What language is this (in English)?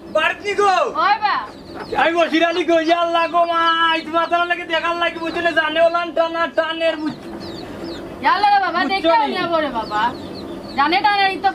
Sylheti